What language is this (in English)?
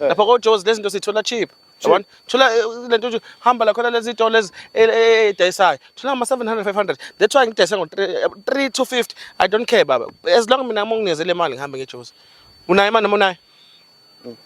Zulu